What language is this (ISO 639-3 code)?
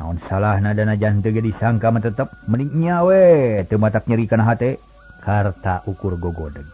sun